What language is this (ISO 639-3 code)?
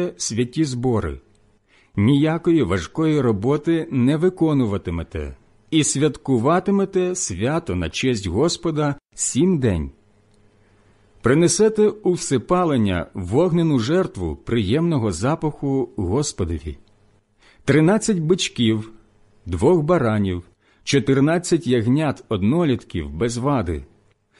ukr